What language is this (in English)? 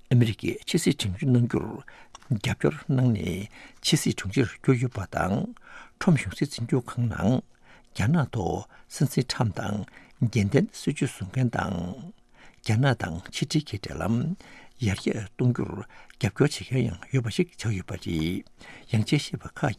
Tibetan